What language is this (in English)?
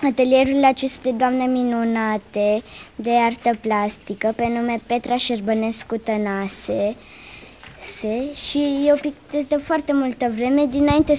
Romanian